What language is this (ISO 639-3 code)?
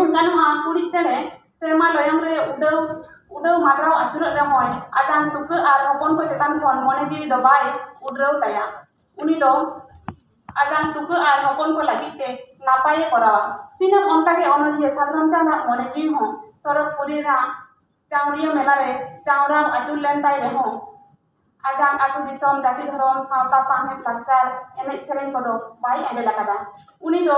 sat